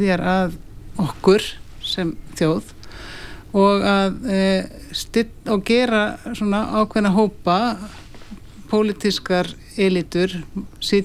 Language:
Icelandic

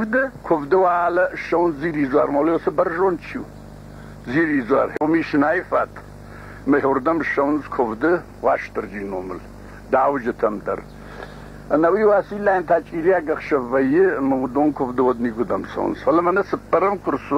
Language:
Ossetic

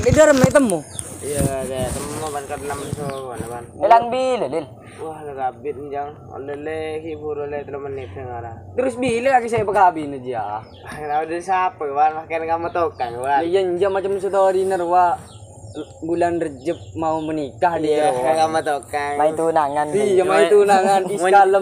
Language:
Madurese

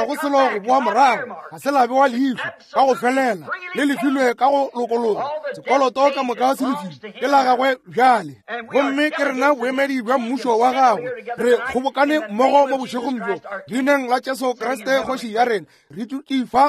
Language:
Northern Sotho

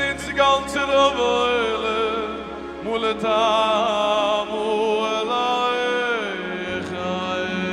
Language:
Yiddish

